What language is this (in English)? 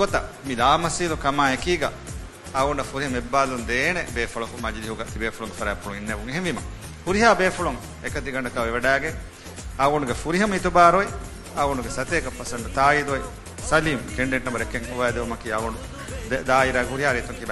Divehi